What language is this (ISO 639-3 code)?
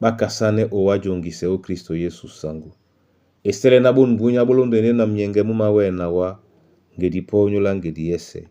dua